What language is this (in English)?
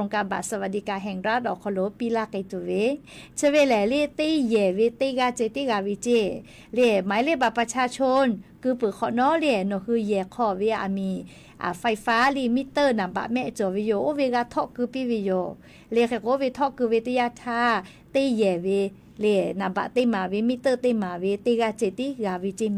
Lahu